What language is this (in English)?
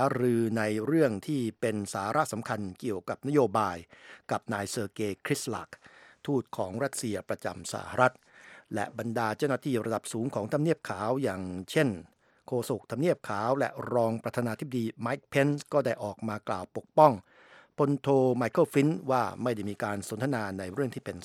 Thai